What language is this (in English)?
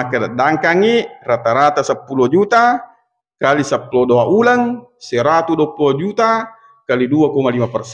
Buginese